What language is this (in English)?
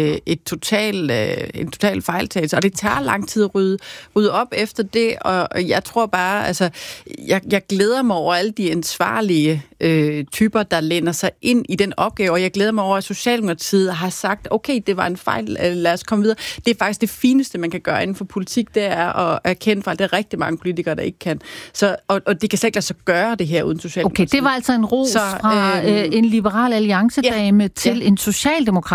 Danish